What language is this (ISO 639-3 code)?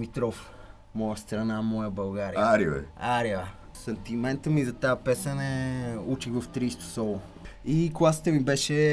bul